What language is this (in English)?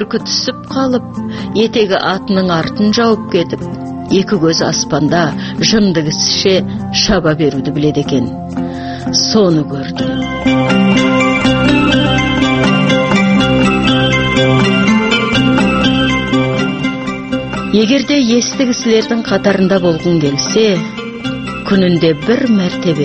Kazakh